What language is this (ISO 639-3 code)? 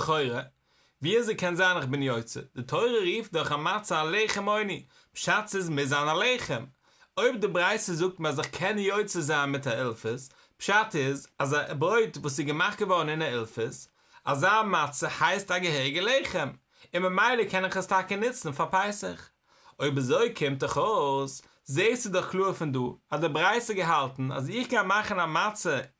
yid